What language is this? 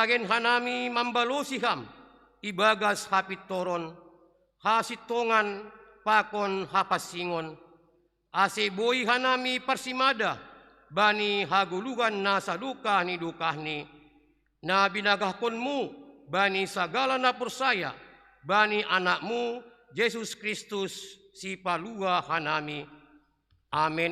Batak Simalungun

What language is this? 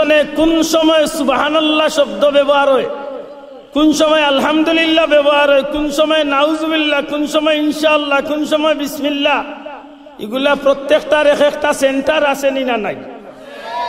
Sylheti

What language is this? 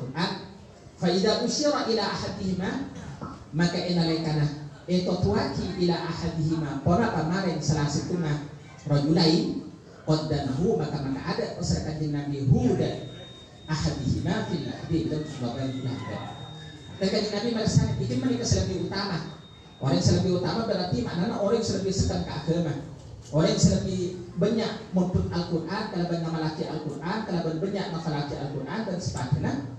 Indonesian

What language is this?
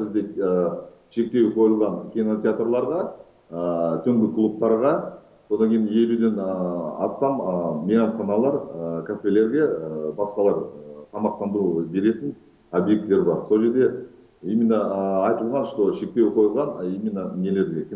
Kazakh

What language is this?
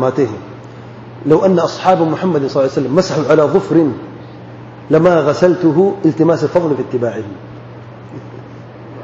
Urdu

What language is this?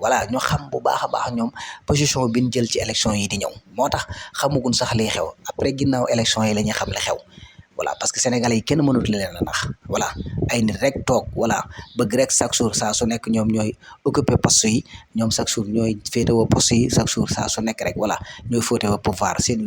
Wolof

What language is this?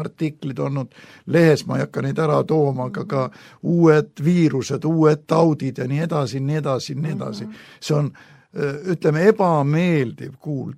Estonian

